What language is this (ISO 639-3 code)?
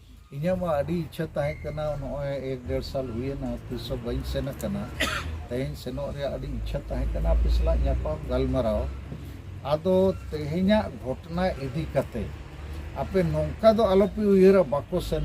sat